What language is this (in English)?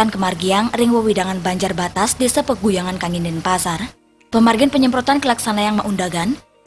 Balinese